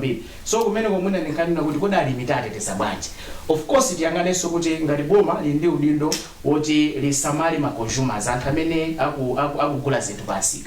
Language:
Nyanja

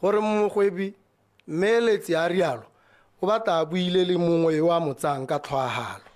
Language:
Tswana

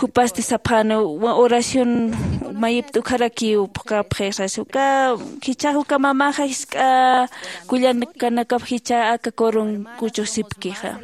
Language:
Aymara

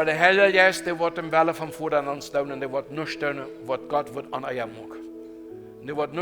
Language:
Plautdietsch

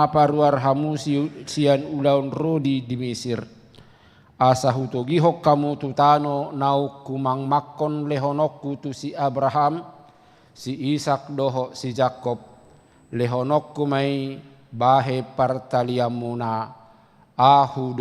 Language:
Batak Toba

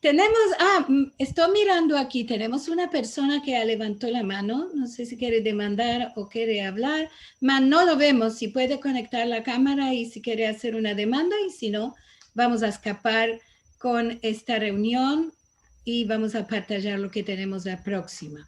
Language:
Ladino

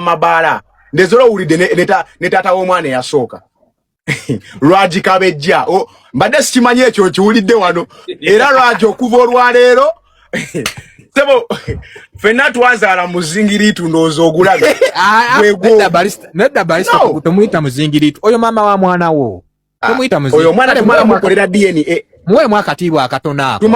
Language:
Ganda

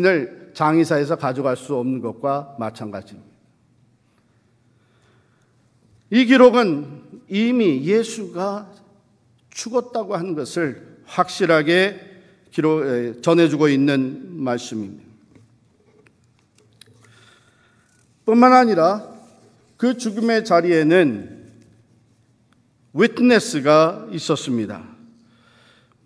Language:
Korean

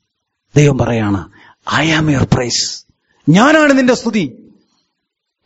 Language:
Malayalam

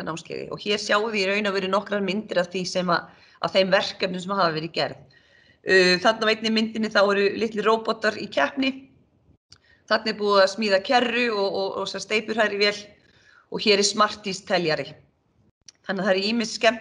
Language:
Icelandic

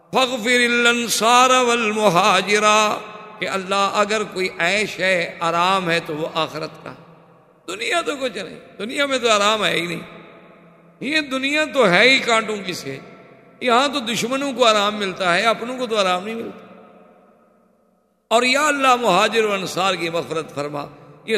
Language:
Urdu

